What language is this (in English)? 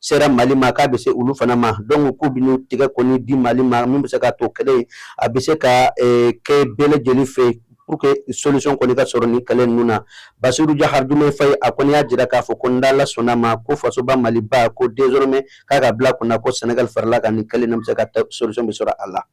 Bambara